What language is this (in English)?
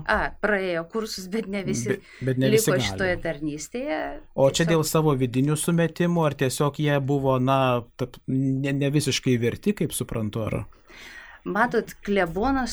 Lithuanian